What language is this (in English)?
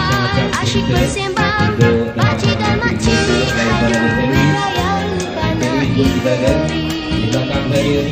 Malay